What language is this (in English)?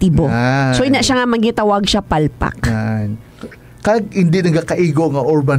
Hiligaynon